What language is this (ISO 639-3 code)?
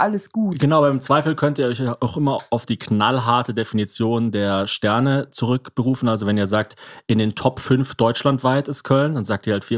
deu